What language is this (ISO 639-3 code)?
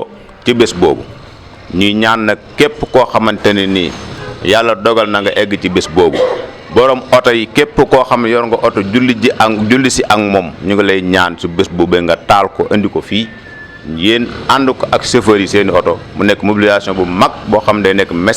wol